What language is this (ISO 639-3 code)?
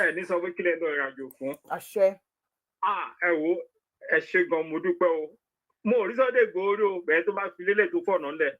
yor